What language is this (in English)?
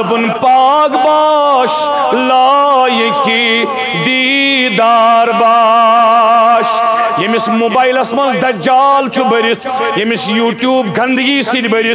Kashmiri